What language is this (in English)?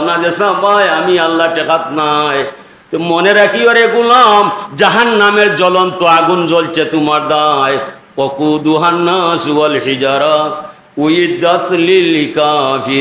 Sylheti